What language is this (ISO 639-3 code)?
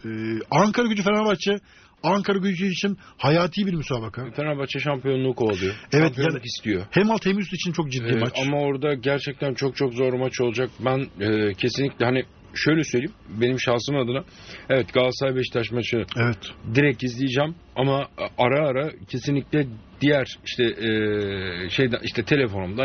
tur